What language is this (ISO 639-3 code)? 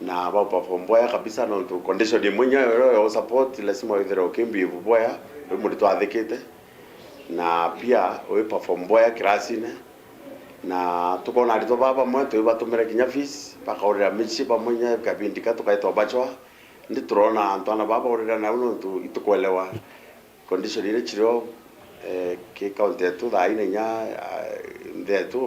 mer